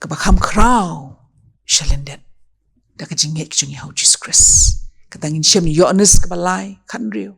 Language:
Khasi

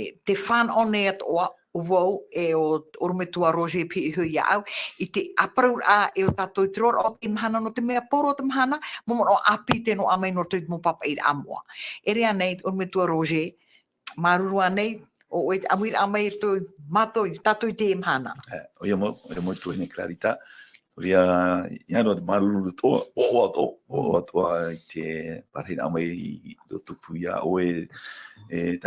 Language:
Tahitian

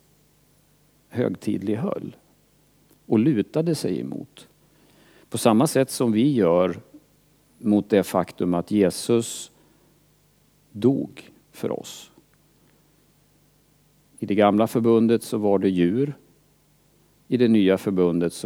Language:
Swedish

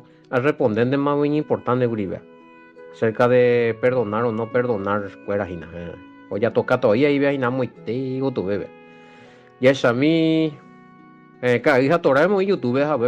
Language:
Guarani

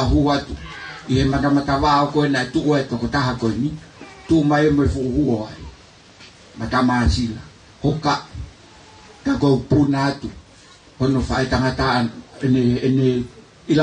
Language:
Tongan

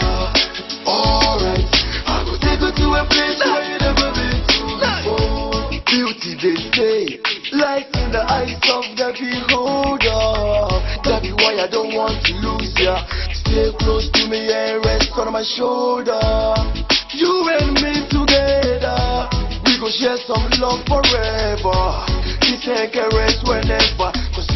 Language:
Dagbani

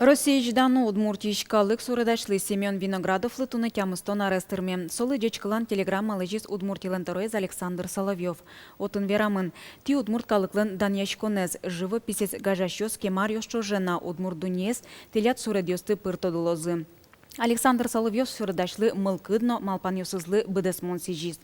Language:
Udmurt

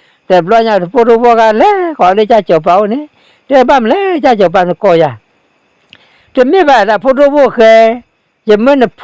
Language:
S'gaw Karen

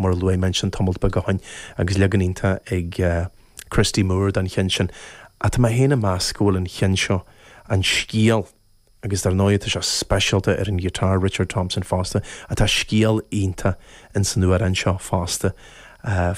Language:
Irish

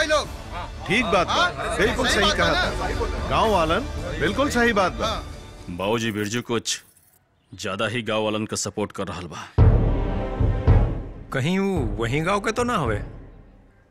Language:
Bhojpuri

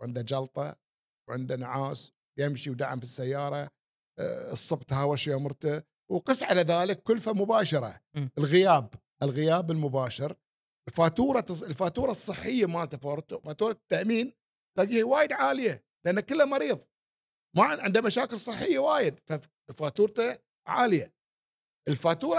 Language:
Gulf Arabic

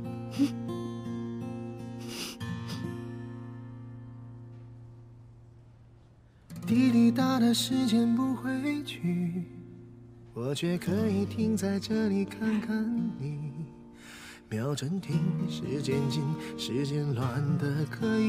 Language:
Chinese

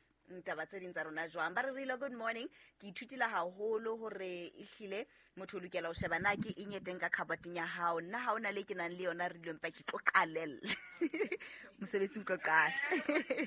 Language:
Southern Sotho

